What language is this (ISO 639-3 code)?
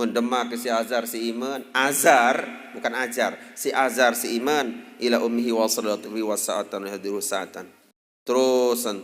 sas